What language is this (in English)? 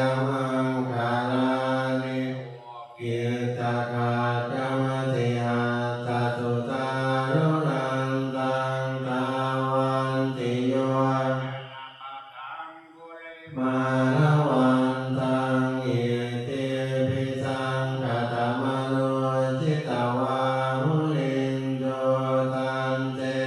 Pali